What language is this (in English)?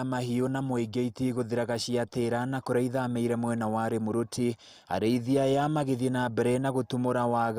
Kikuyu